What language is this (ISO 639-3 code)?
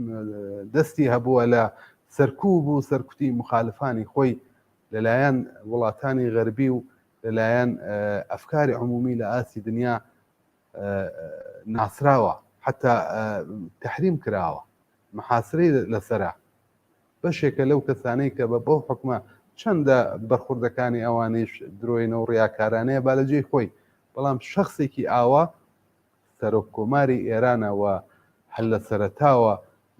ckb